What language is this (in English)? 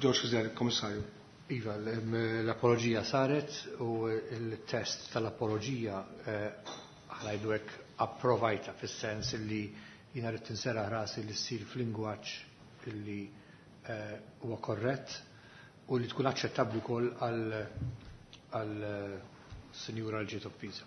Maltese